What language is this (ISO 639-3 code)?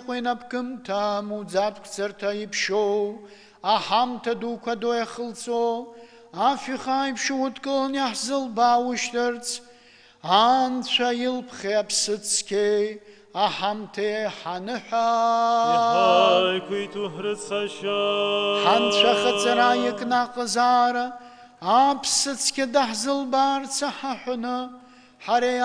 abk